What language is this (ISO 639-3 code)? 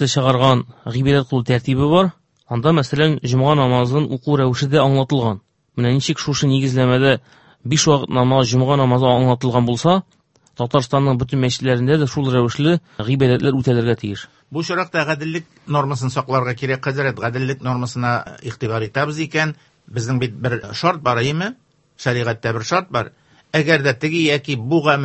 tat